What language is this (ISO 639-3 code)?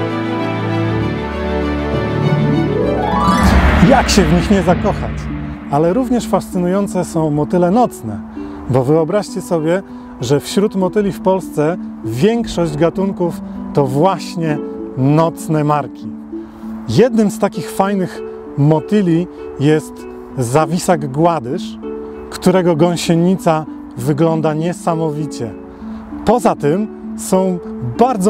pol